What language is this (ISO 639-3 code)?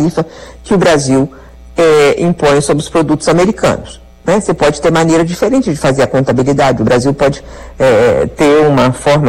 por